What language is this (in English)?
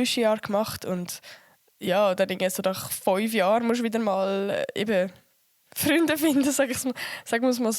Swiss German